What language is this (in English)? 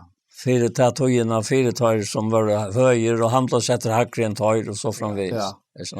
Faroese